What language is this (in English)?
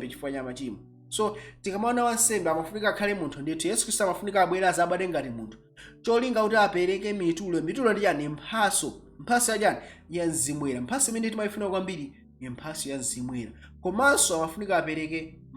Nyanja